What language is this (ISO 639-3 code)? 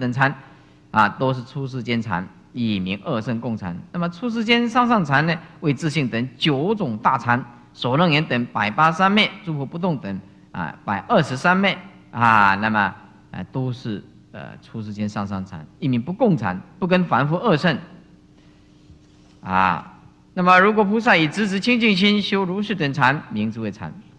zho